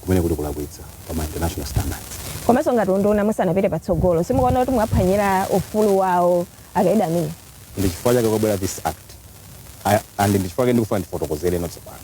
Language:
Nyanja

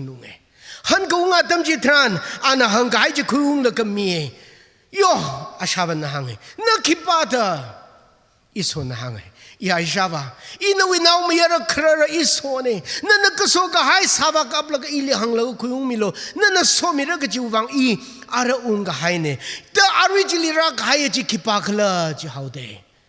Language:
Tangkhul Naga (India)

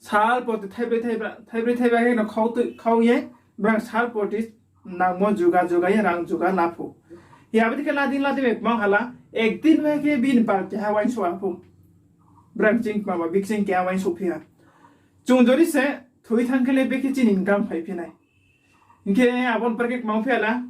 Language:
Riang (India)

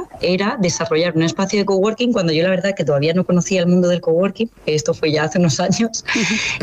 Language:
Spanish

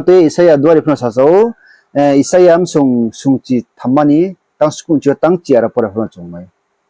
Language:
Riang (India)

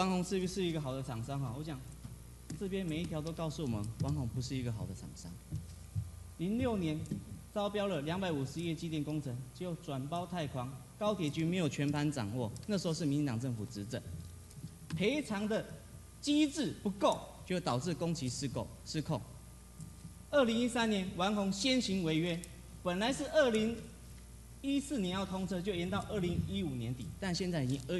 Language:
Chinese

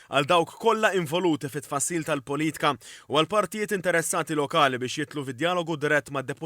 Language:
Maltese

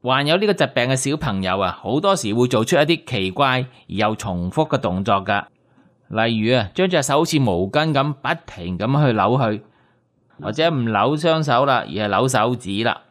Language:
Cantonese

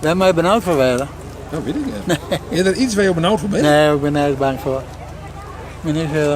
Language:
Western Frisian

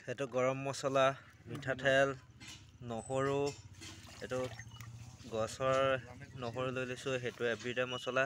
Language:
Assamese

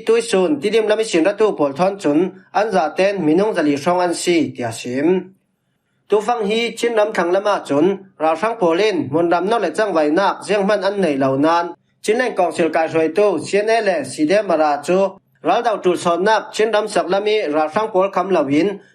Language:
Falam Chin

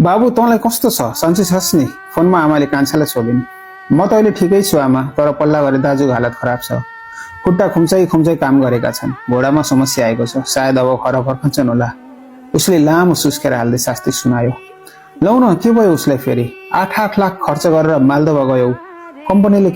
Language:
Nepali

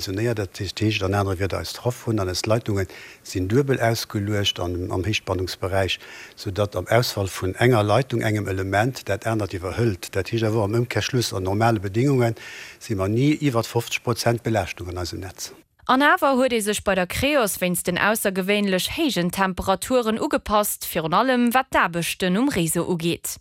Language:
Luxembourgish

